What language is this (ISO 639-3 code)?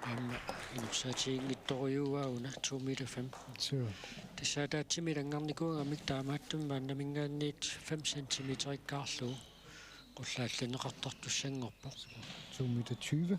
kal